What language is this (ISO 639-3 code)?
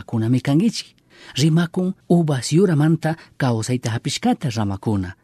qug